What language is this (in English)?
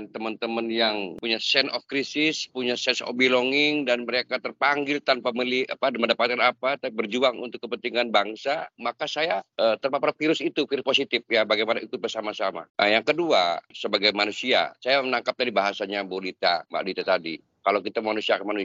Indonesian